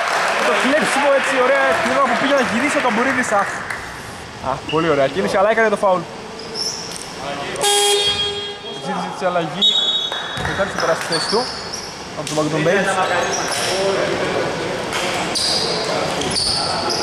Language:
Greek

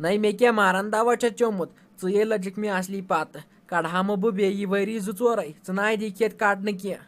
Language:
Kashmiri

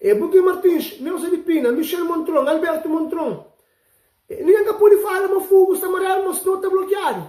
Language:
Kabuverdianu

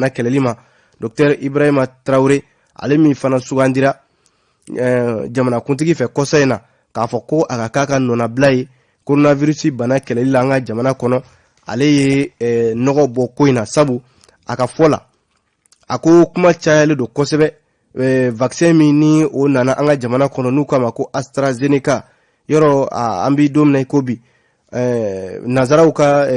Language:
Bambara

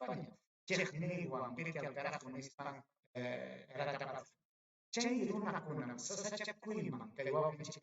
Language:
Ayacucho Quechua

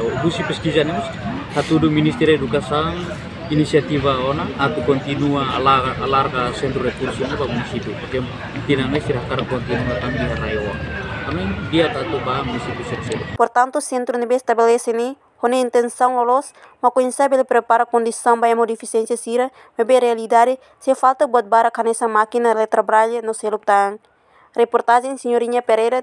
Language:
Tetum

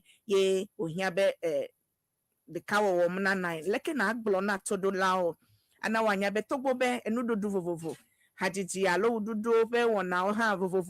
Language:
Ewe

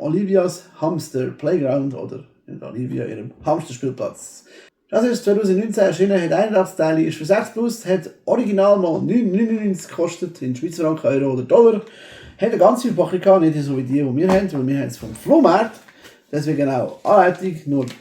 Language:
Swiss German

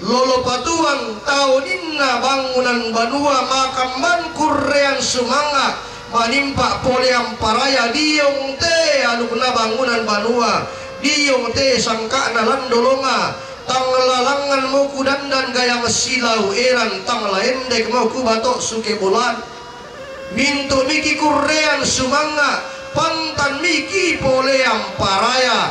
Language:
Toraja-Sa'dan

